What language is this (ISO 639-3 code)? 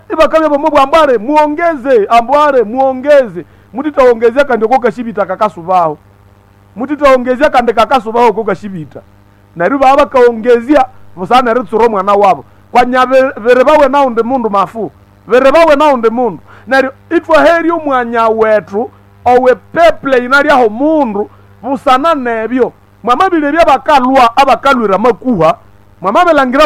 nnb